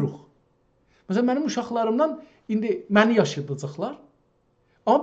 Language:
South Azerbaijani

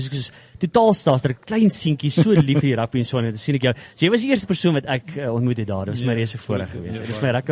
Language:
Afrikaans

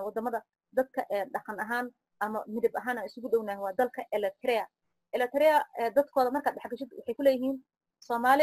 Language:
Somali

